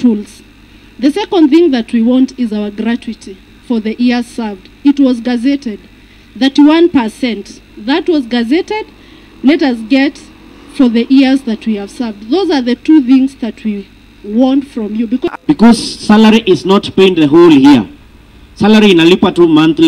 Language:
Meru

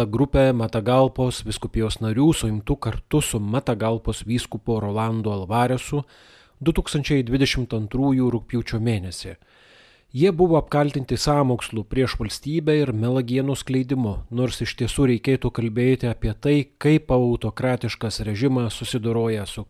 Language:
Lithuanian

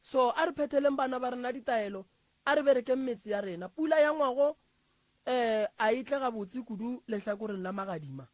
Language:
Northern Sotho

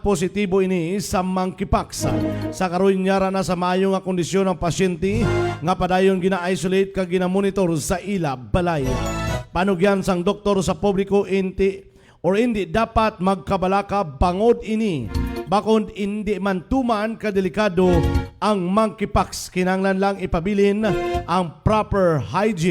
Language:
Hiligaynon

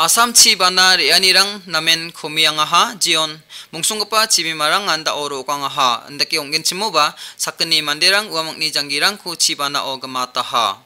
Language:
Garo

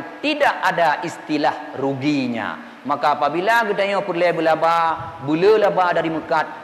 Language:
Achinese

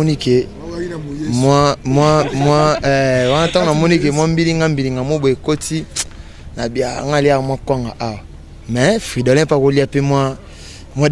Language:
Lingala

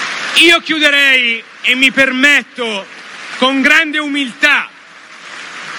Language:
Italian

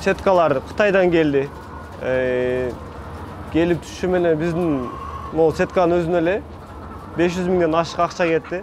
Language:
Kyrgyz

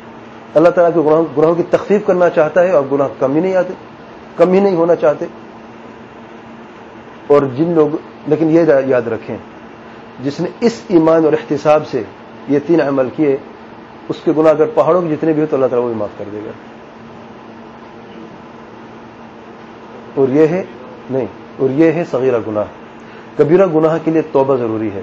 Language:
Urdu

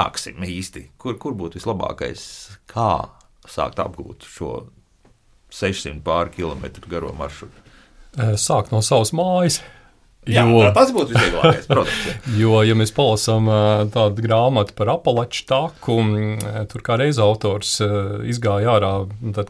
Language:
Latvian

